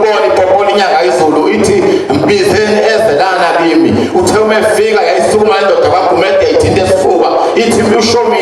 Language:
Zulu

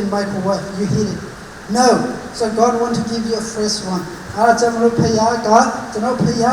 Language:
Hakha Chin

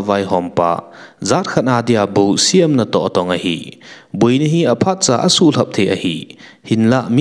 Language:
Thado Chin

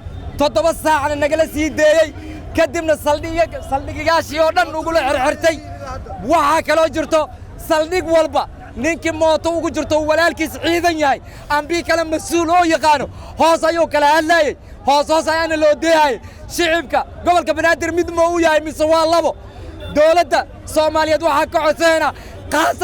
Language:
Somali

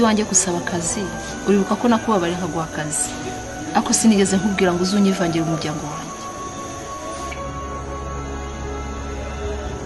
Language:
Kinyarwanda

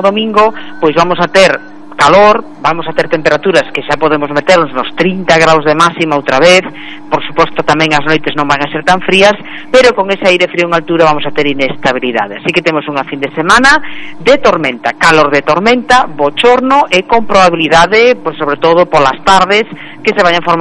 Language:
Galician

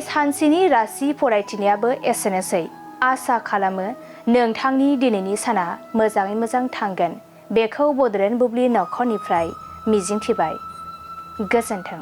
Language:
Bodo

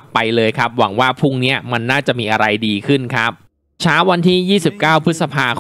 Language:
Thai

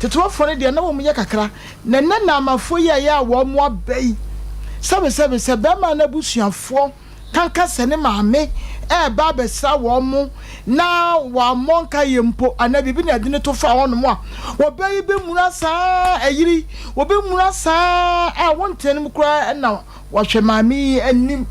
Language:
Akan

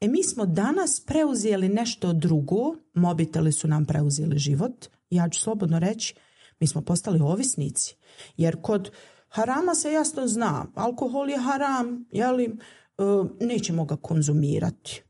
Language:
Bosnian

